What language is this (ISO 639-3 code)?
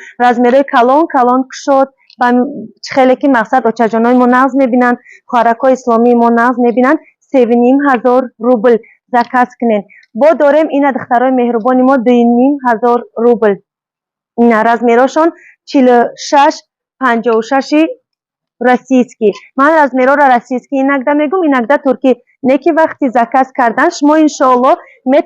tgk